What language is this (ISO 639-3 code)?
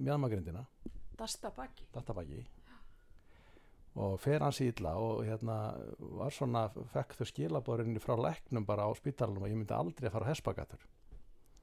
isl